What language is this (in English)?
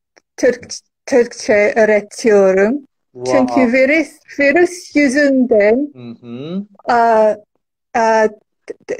Turkish